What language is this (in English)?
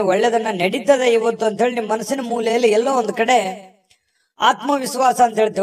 Kannada